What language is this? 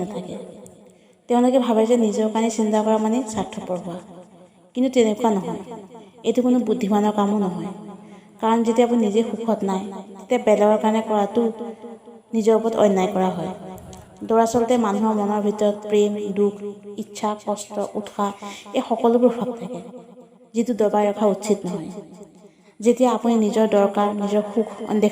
Assamese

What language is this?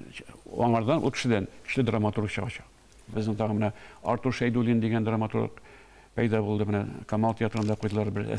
Tatar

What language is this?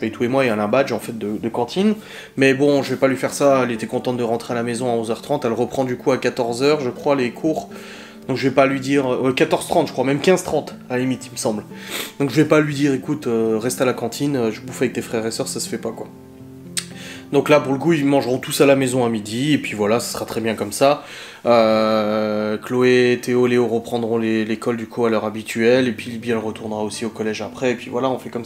French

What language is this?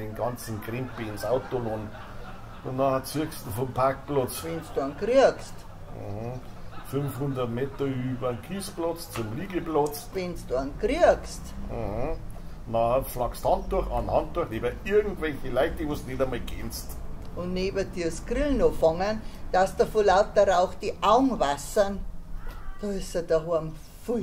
Bavarian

